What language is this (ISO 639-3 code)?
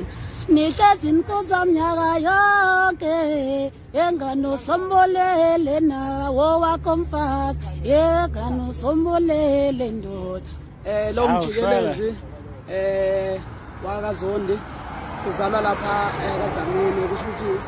zul